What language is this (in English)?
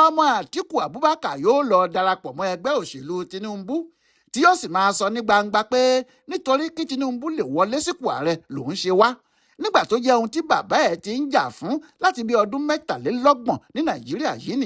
Yoruba